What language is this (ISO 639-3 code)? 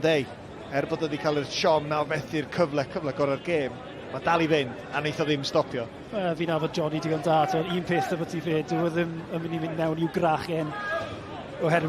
cym